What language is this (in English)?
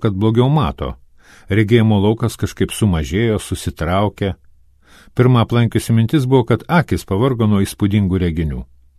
Lithuanian